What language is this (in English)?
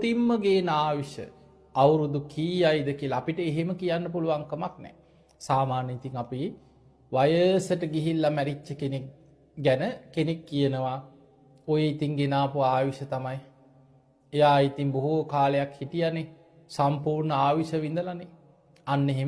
Sinhala